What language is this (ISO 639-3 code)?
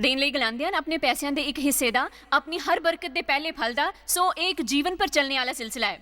doi